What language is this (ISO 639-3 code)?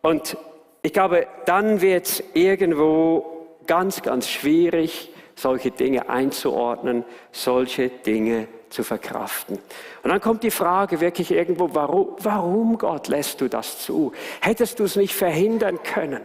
gsw